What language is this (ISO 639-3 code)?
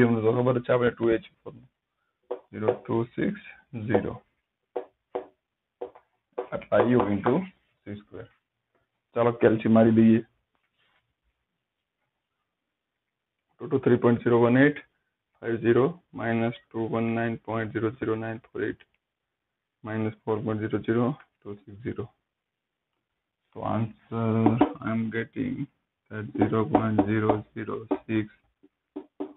guj